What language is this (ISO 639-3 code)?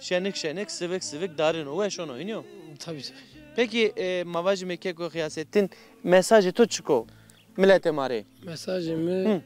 zza